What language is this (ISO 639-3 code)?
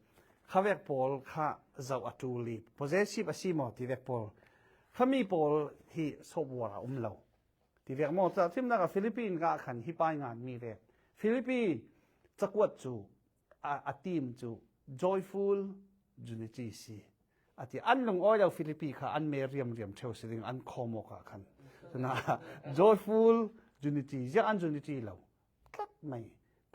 cfm